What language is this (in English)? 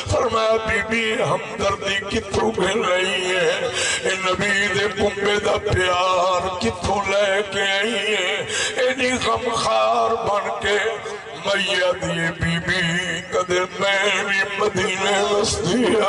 Saraiki